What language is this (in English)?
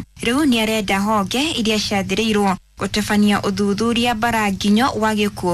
Kikuyu